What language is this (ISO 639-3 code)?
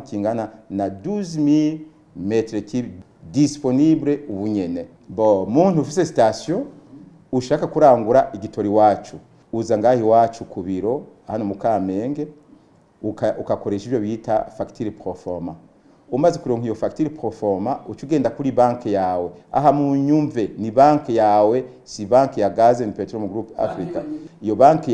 run